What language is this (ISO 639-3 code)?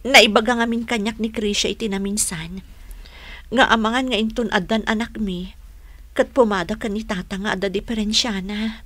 ilo